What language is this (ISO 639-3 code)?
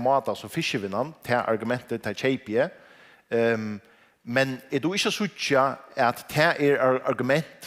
fao